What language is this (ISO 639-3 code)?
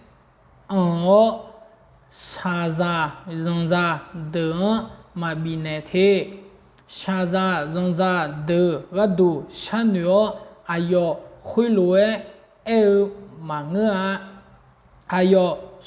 ahk